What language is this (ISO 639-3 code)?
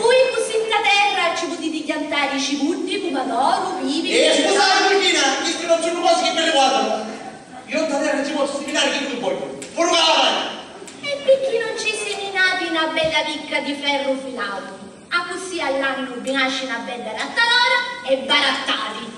scn